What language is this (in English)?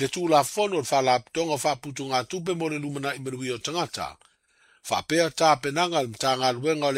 Samoan